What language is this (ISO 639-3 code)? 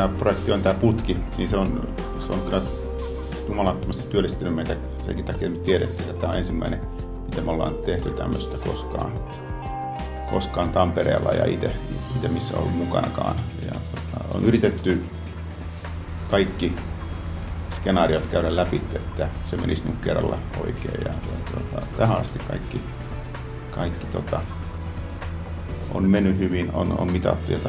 fin